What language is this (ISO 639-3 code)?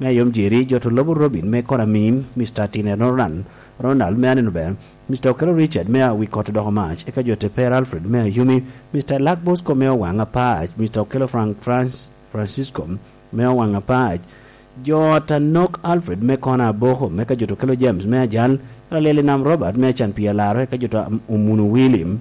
laj